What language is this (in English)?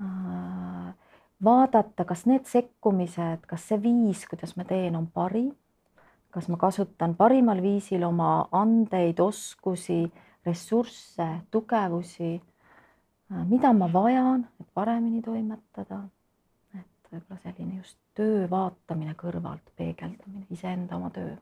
Estonian